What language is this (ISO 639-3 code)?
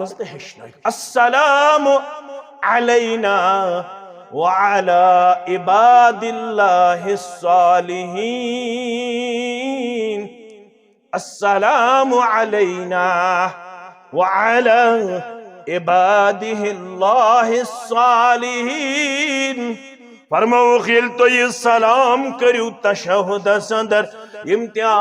kas